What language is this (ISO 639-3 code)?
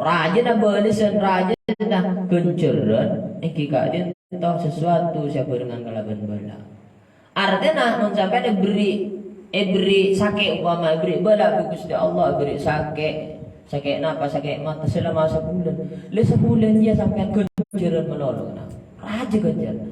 mad